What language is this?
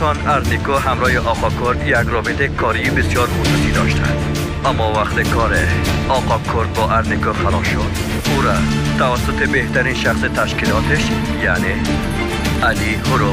Persian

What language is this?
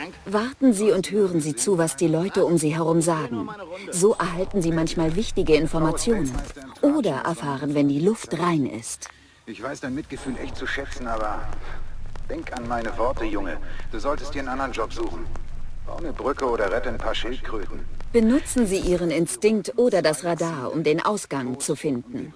Bavarian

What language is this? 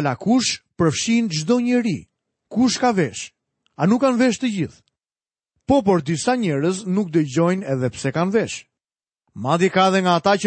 Albanian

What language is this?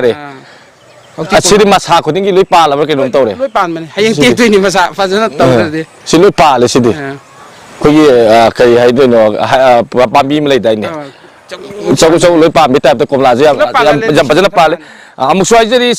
Manipuri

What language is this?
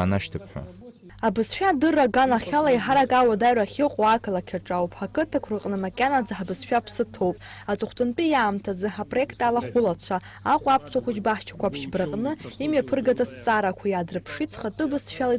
Abkhazian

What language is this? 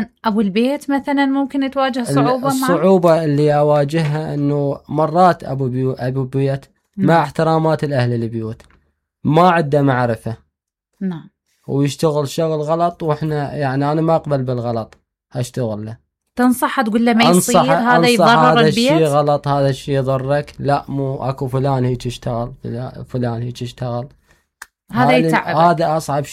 Mesopotamian Arabic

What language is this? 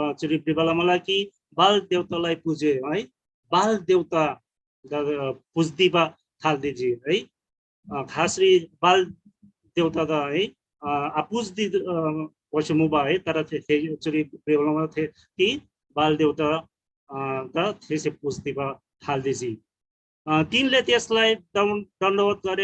Eastern Tamang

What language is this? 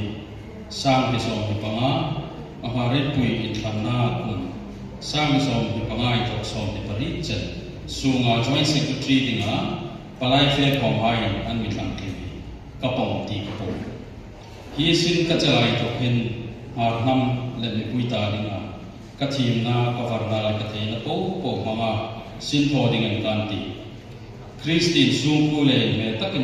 Hmar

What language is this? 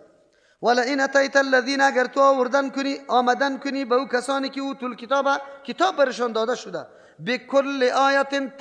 Persian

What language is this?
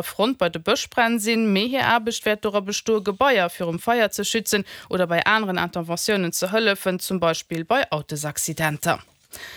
Luxembourgish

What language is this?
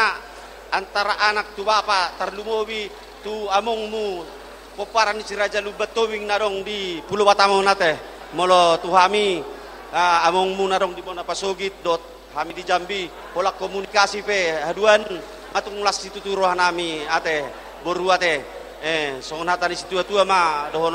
Batak Toba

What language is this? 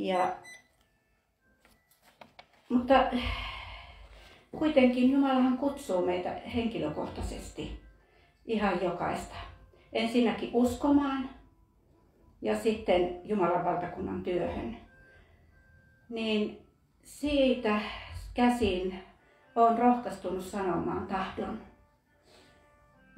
Finnish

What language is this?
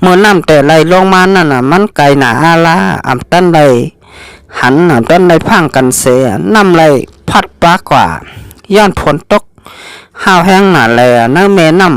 Shan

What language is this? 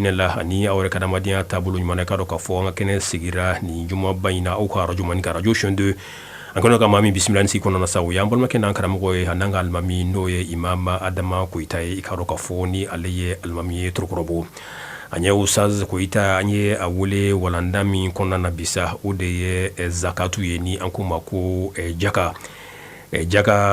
Bambara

